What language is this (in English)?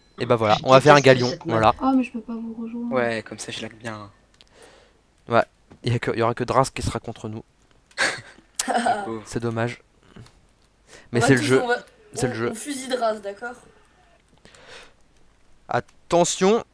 French